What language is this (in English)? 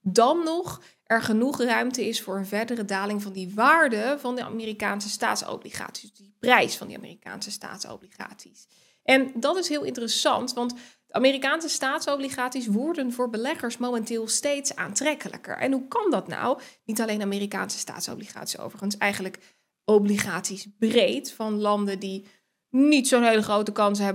Dutch